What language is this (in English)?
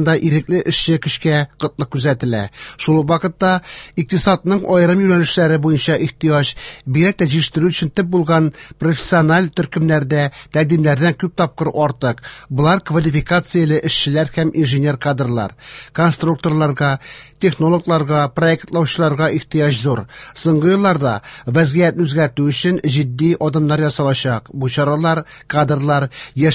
Tatar